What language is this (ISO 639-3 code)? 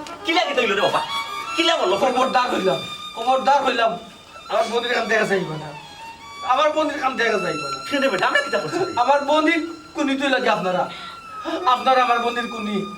syl